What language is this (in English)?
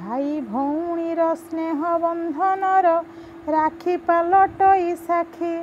Odia